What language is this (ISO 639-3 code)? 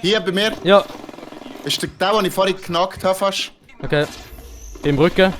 gsw